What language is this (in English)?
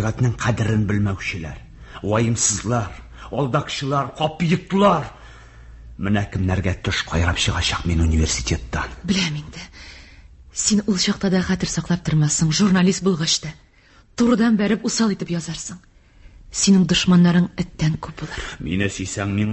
Tatar